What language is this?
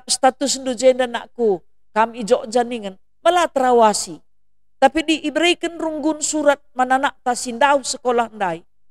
Batak Karo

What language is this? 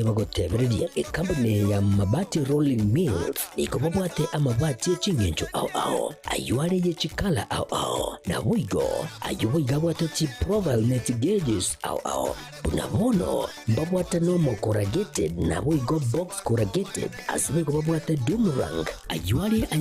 Gusii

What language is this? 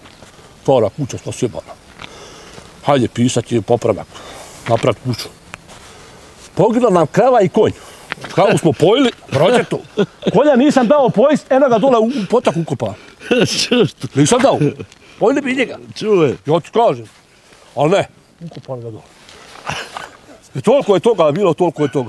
Bosnian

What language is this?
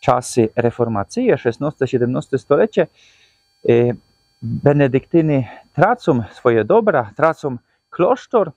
Silesian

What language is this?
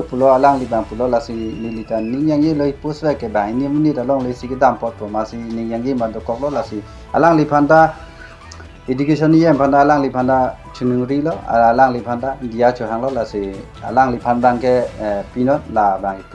Karbi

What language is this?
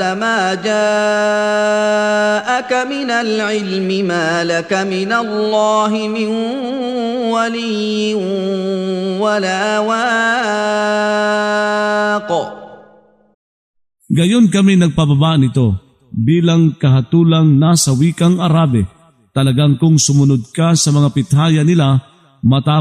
Filipino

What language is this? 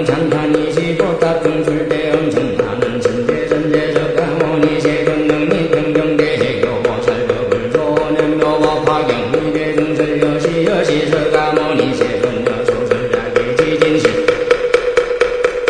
Korean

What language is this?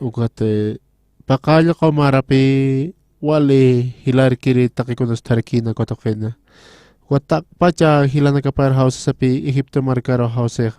Aymara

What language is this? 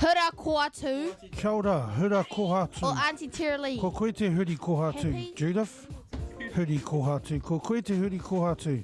Māori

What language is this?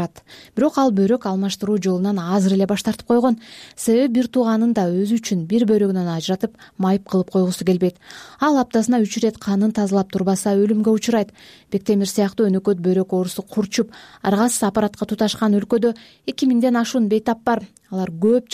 Kyrgyz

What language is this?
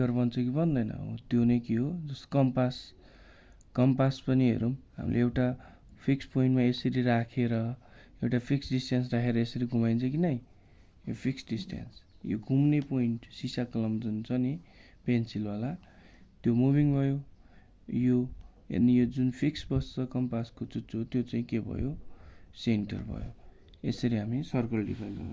Nepali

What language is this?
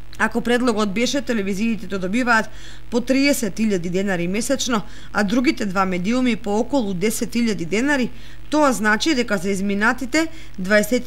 Macedonian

